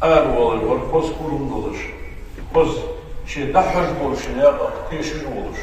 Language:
Ingush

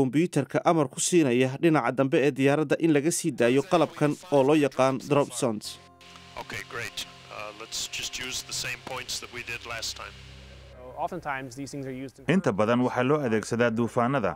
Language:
Somali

